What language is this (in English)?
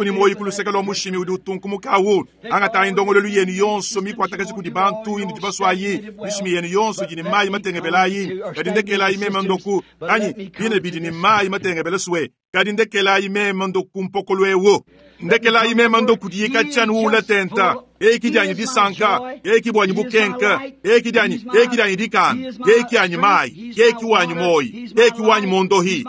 Luba-Lulua